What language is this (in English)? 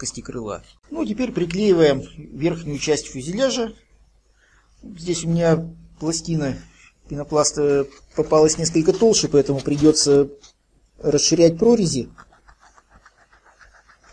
Russian